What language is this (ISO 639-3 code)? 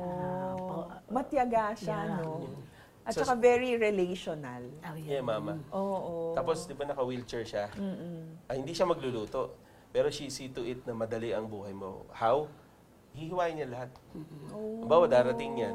fil